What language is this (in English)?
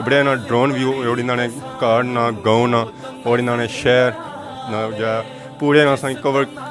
Pahari-Potwari